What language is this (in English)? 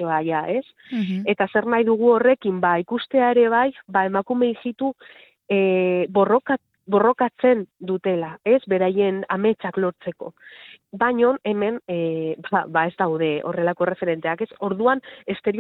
Basque